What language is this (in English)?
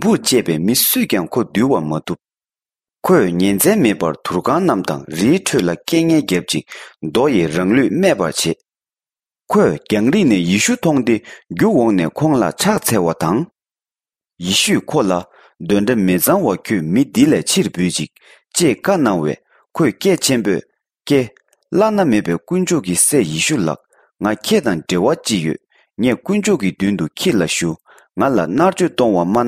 Tibetan